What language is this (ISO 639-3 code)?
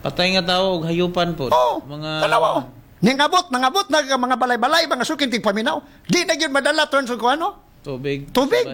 ceb